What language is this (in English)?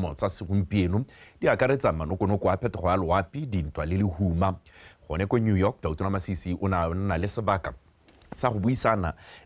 Tswana